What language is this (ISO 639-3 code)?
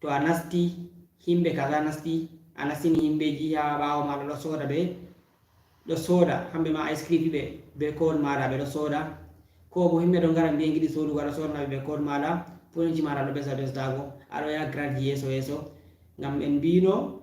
ful